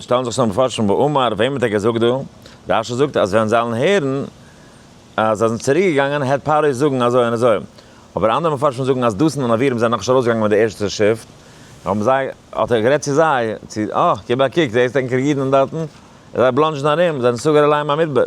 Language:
Yiddish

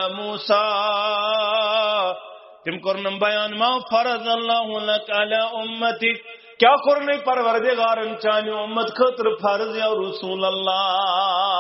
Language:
Kashmiri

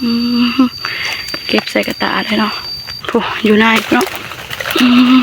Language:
Northeastern Thai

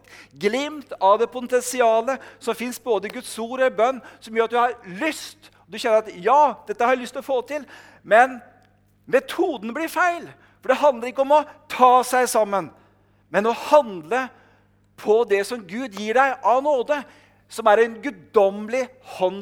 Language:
Norwegian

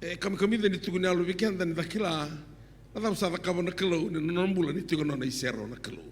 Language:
Fijian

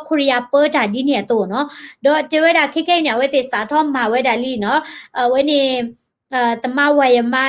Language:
S'gaw Karen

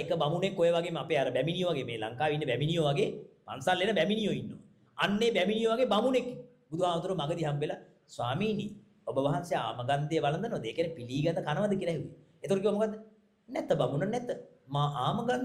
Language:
Sinhala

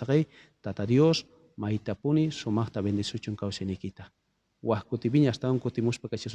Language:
South Bolivian Quechua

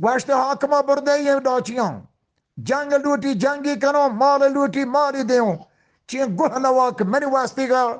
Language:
Eastern Balochi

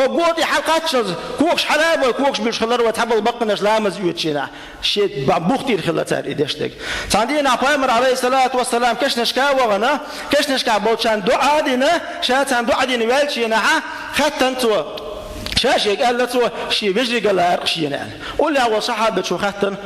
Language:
Chechen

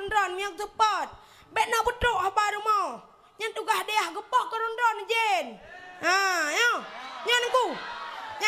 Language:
Achinese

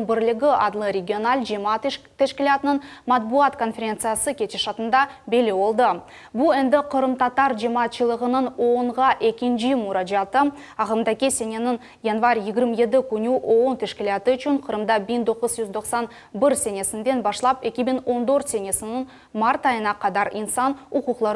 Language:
Crimean Tatar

